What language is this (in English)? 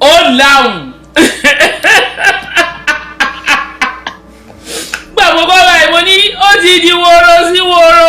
Yoruba